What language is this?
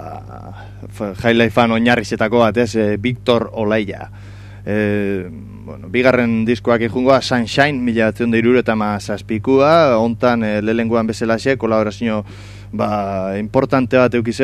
Basque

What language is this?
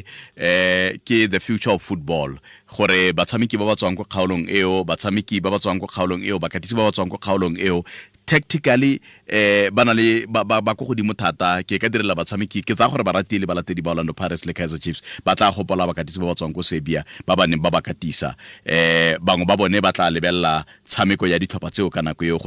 Tswana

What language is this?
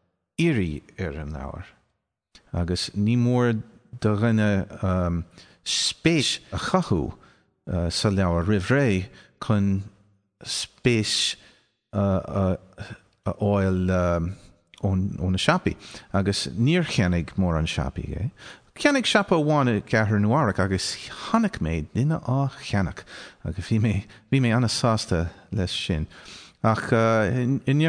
Irish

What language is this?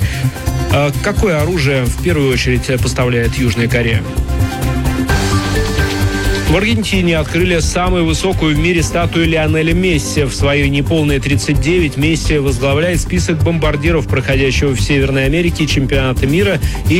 Russian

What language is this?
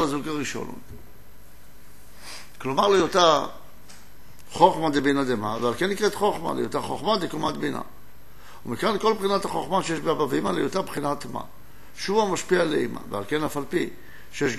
Hebrew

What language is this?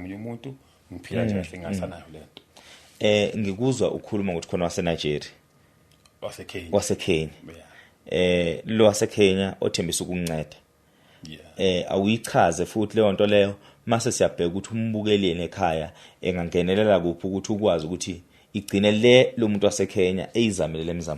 Zulu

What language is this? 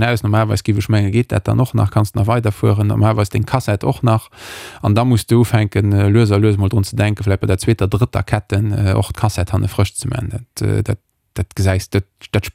Luxembourgish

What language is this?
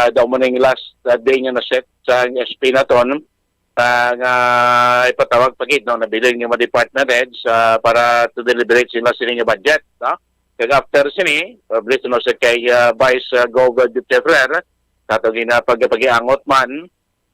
Hiligaynon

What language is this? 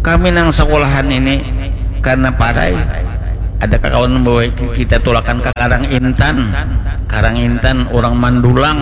Banjar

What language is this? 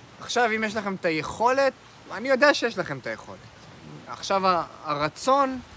Hebrew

